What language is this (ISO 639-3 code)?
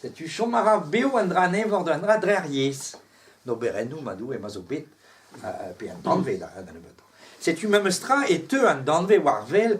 bre